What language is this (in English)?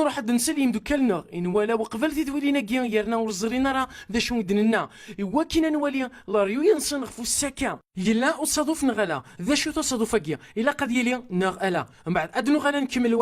Kabyle